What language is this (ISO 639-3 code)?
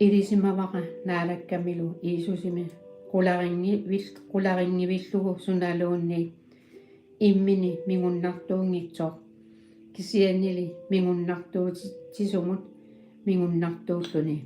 kal